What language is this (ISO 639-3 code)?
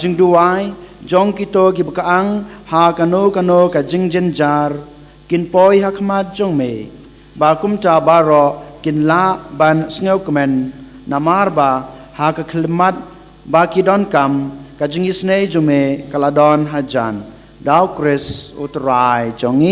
kha